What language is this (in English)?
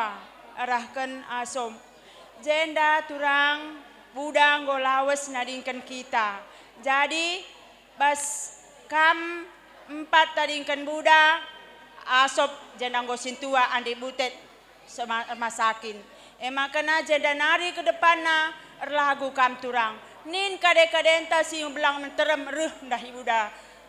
Batak Karo